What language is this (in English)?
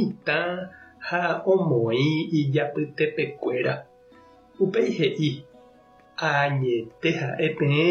Guarani